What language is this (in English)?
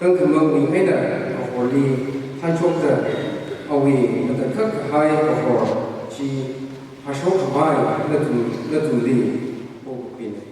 Tangkhul Naga (India)